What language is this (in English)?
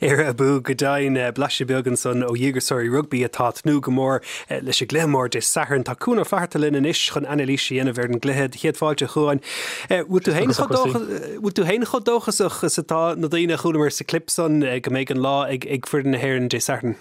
Irish